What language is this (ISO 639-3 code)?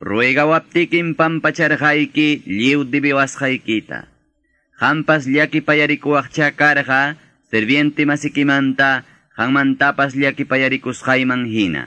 que